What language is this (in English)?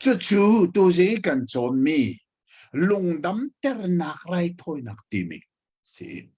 Hakha Chin